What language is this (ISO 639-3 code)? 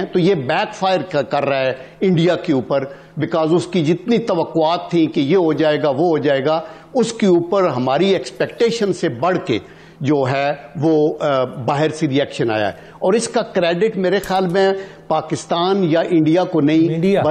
urd